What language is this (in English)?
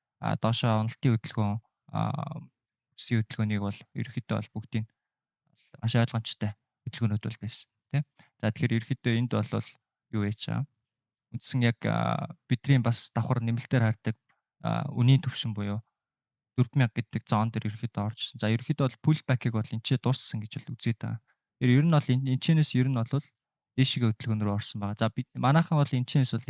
Mongolian